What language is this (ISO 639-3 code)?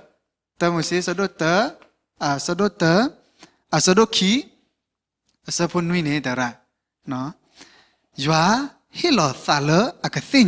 ksw